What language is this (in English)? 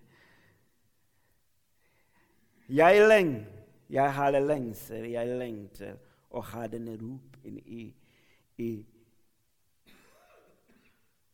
Norwegian